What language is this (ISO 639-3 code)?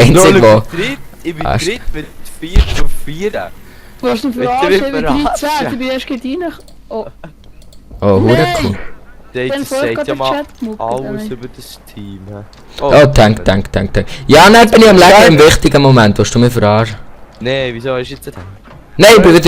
gsw